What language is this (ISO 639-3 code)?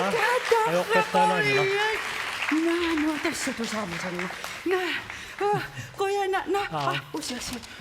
kal